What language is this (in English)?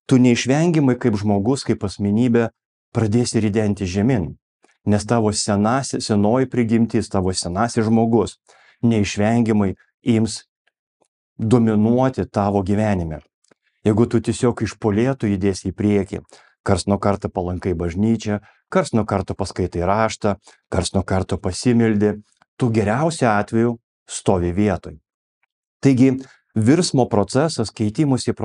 Lithuanian